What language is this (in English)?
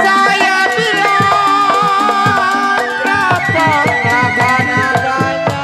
Betawi